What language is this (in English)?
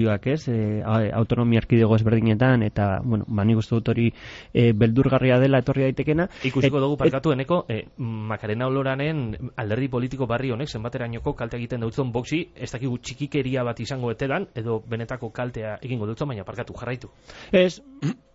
Basque